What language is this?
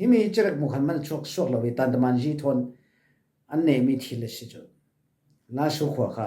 Falam Chin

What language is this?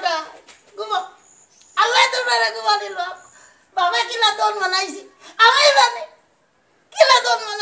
Sylheti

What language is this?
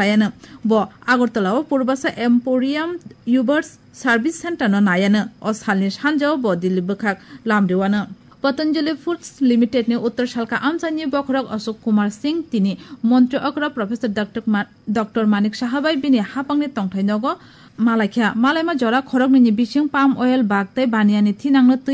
Kok Borok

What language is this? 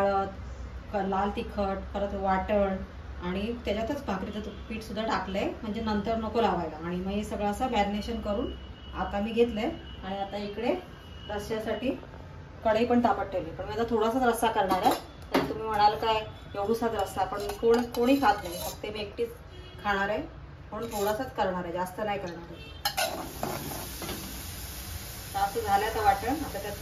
Marathi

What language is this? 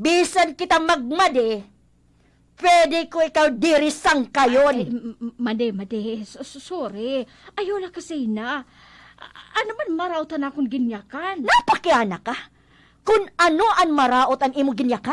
Waray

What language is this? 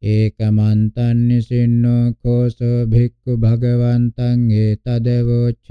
Pali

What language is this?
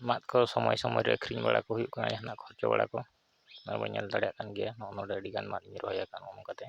Santali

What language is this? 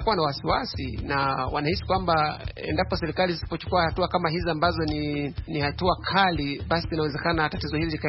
Swahili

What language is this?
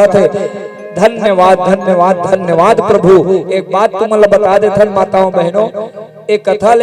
Chhattisgarhi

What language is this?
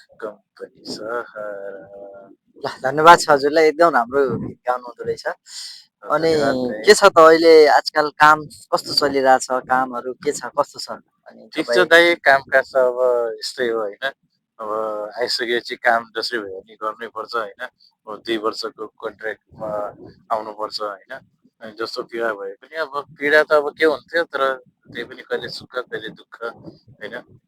Nepali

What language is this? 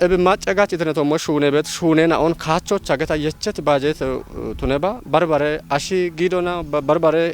Kafa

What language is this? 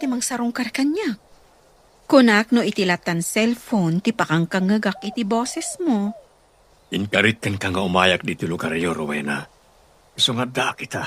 Iloko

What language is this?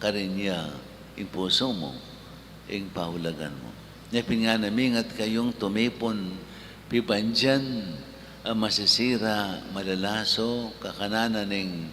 Pampanga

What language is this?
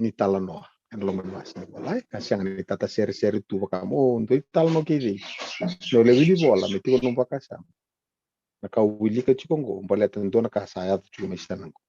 Fijian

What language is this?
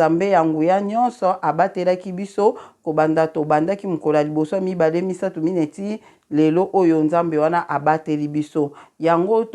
Lingala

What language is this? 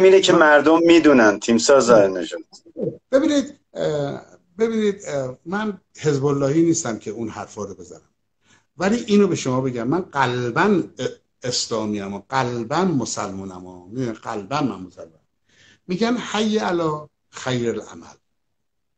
Persian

